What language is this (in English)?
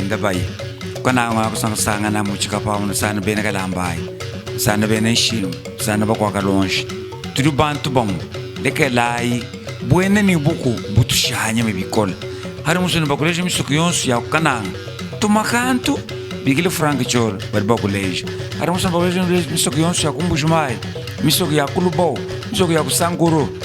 Luba-Lulua